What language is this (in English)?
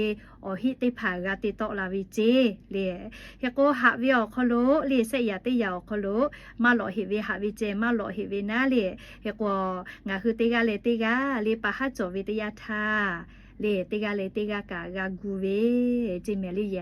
Lahu